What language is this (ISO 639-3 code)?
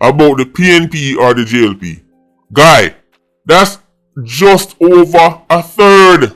jam